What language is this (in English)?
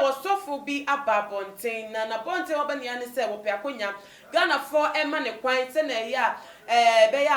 Akan